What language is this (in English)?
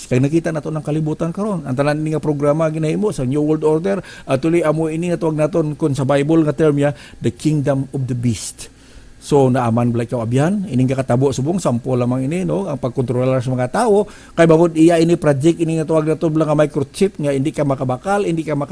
Hiligaynon